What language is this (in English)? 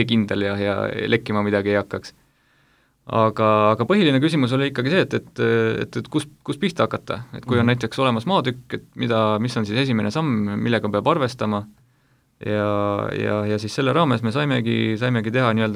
Estonian